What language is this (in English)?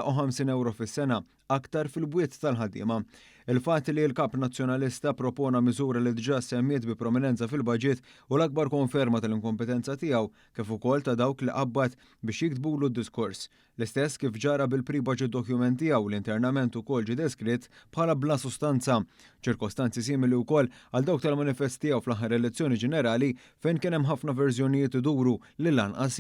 Maltese